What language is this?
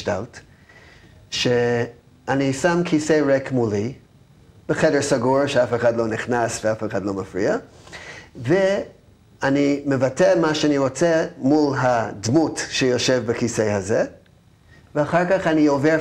Hebrew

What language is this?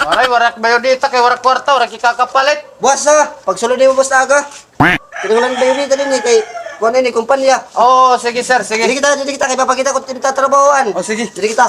Waray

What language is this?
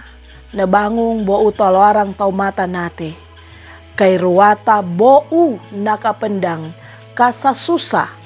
Sangir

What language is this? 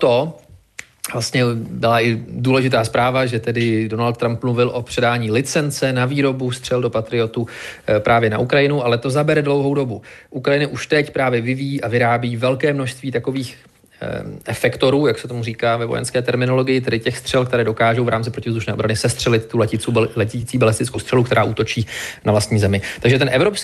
Czech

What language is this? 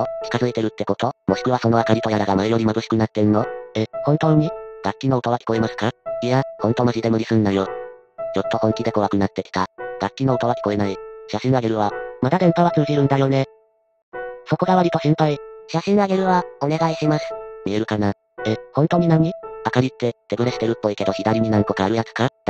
Japanese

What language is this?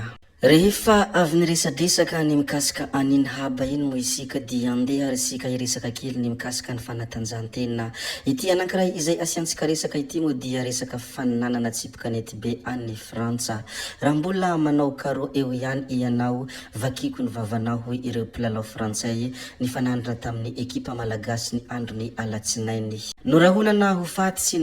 Malagasy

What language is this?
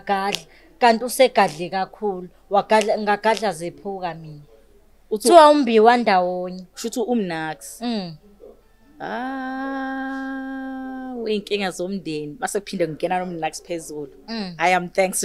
Zulu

